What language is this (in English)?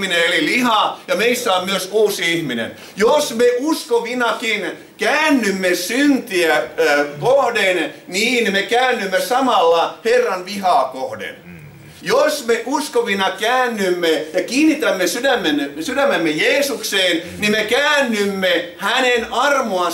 Finnish